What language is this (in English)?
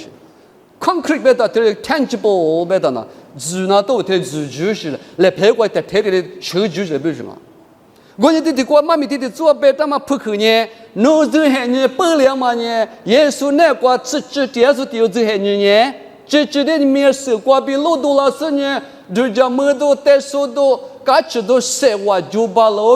Lisu